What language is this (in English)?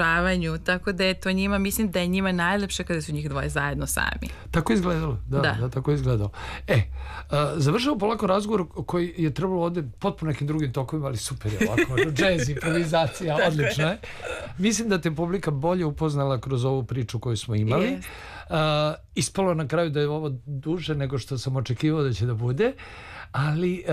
Serbian